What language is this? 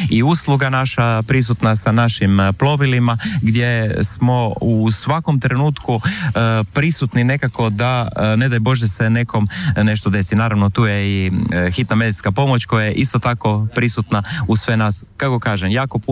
Croatian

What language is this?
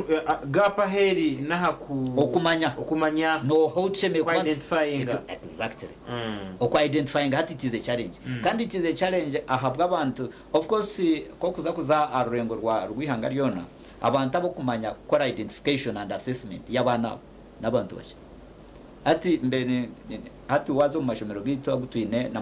Nyankole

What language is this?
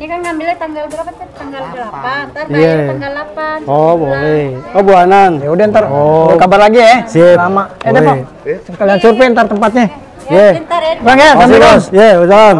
Betawi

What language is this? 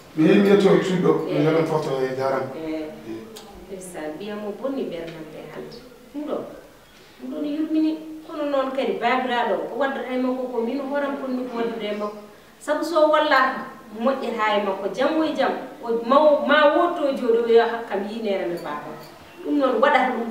Fula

